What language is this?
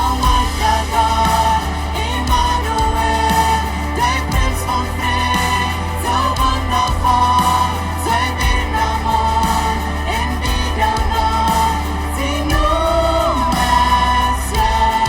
Plautdietsch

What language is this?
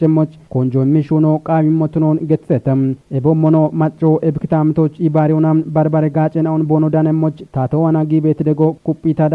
Kafa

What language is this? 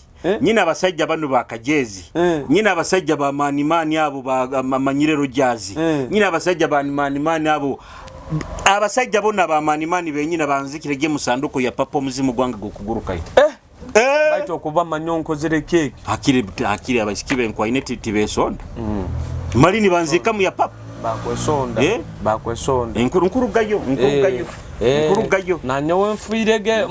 Nyoro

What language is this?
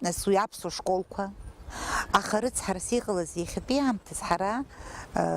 Abkhazian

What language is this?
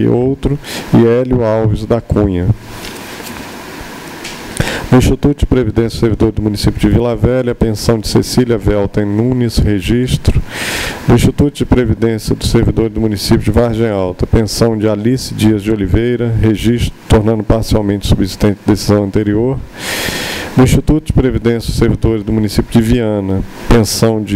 Portuguese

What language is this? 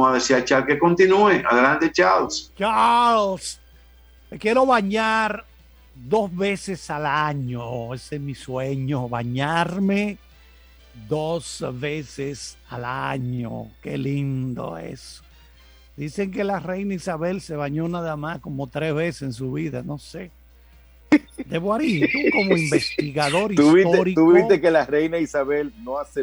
Spanish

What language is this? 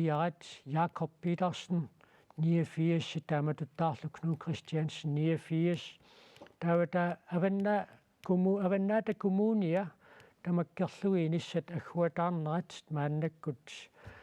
Kalaallisut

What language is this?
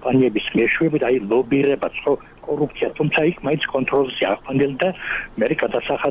Georgian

